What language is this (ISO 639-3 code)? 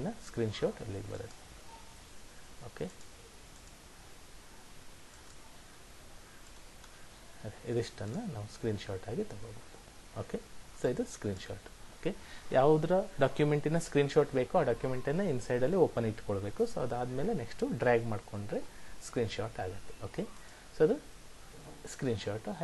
kan